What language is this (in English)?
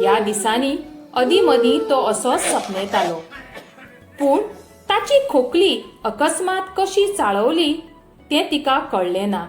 Konkani